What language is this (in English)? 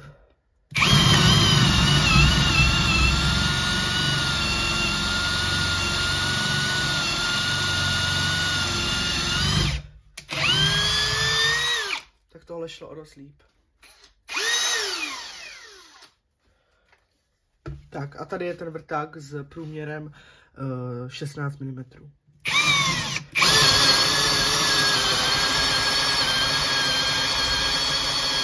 Czech